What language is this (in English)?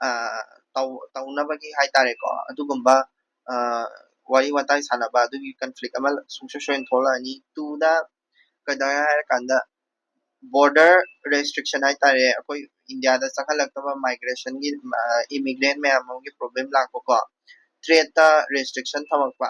Manipuri